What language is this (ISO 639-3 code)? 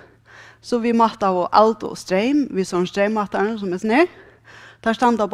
fao